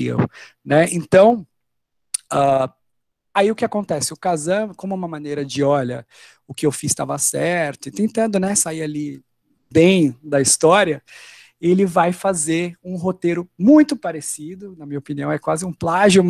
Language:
Portuguese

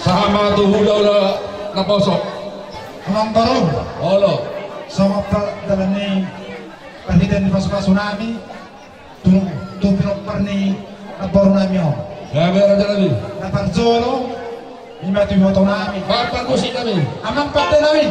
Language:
Batak Toba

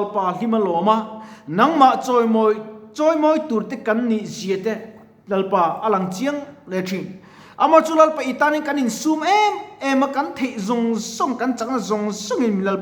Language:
Mizo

